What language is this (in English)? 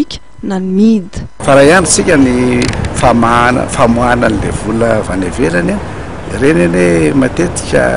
Malagasy